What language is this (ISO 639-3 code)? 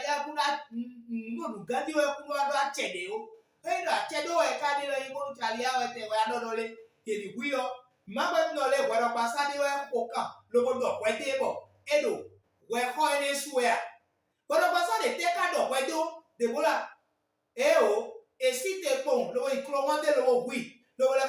fon